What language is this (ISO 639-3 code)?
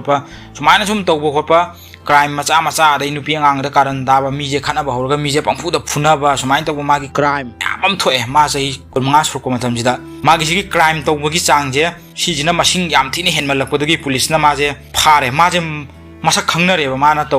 mni